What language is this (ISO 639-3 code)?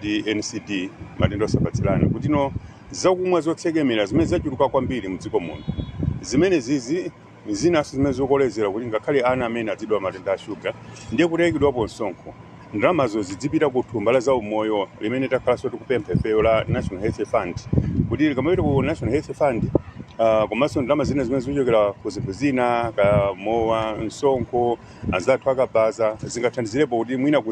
nya